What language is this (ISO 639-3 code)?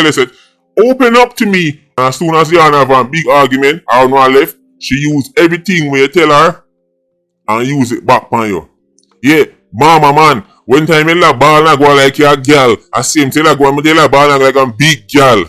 jam